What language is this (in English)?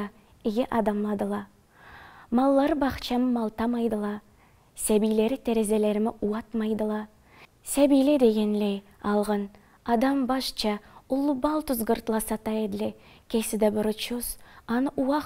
Karachay-Balkar